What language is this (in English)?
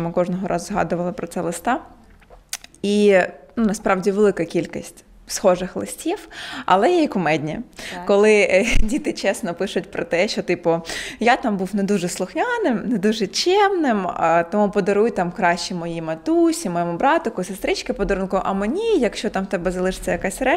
Ukrainian